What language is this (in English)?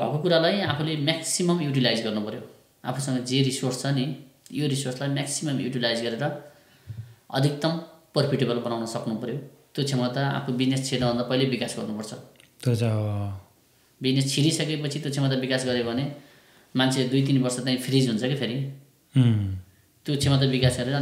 Nepali